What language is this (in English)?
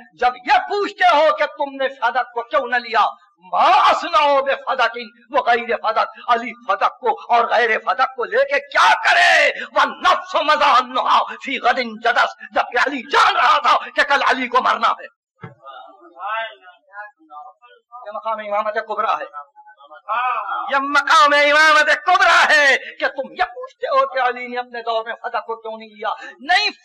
Urdu